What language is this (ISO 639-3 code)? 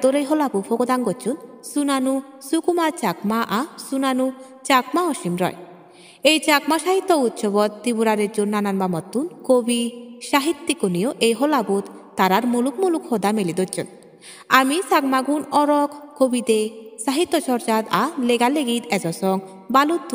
ccp